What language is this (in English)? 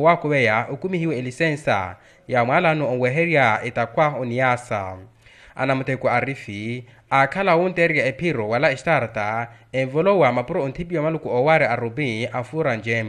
Makhuwa